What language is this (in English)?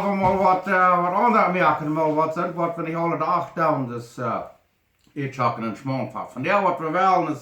Plautdietsch